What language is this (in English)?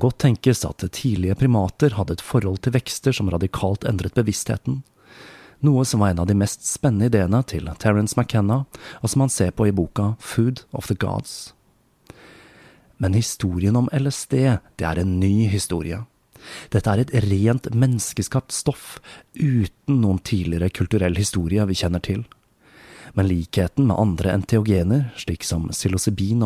Norwegian